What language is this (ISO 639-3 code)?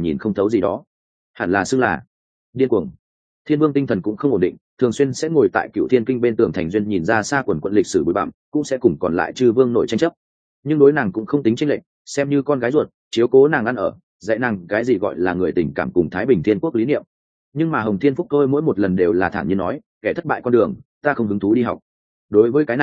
vie